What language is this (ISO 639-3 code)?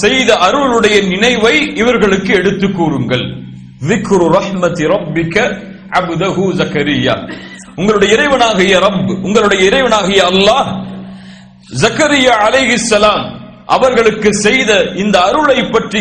tam